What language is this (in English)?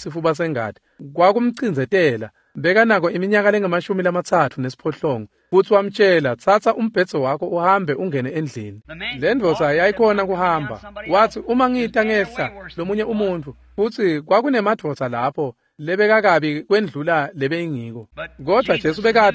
Swati